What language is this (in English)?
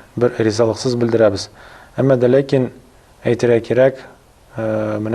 Tatar